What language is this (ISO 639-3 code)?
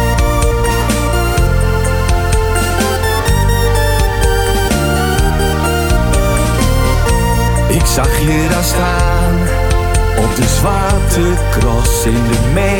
nld